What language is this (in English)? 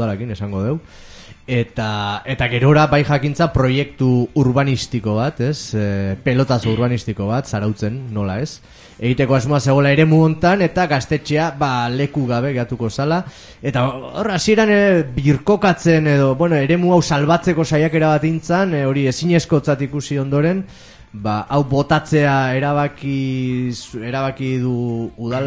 Basque